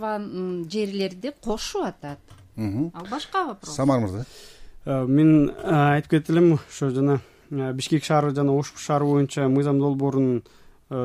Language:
Kyrgyz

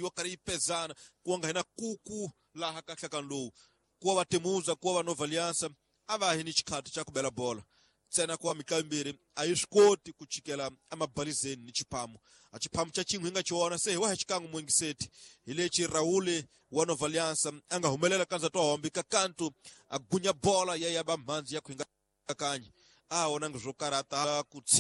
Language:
Tsonga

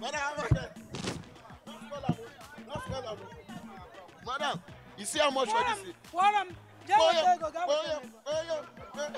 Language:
Nigerian Pidgin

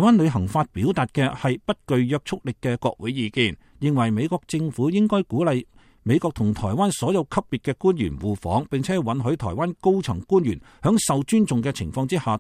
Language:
Cantonese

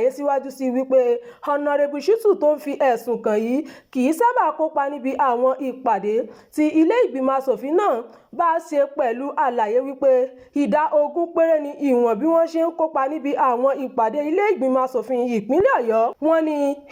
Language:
Yoruba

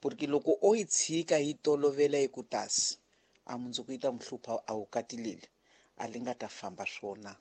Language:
Tsonga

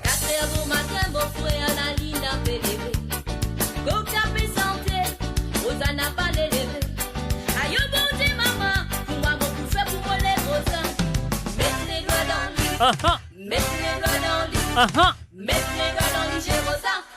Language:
Morisyen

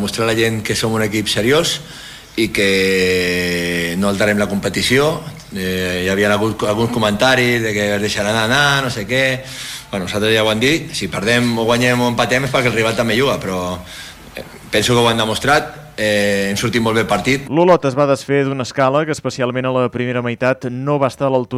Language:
Catalan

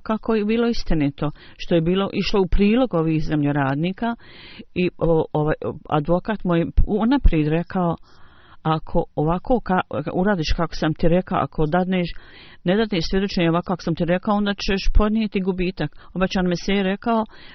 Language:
Bosnian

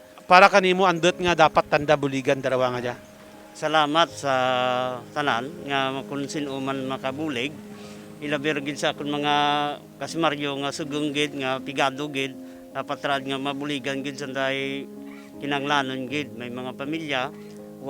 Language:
Kinaray-a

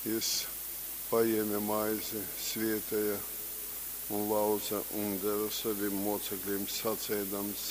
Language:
Latgalian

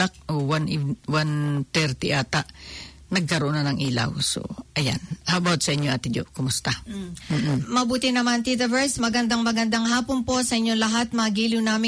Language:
Filipino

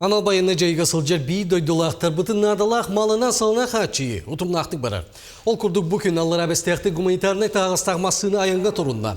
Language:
Yakut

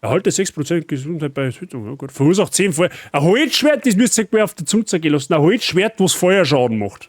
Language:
Bavarian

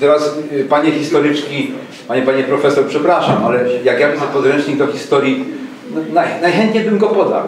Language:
Silesian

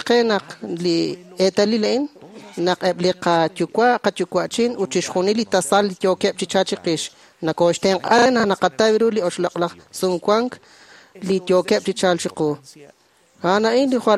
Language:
Kekchí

